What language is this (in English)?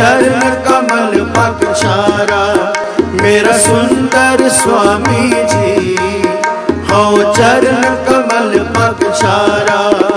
Punjabi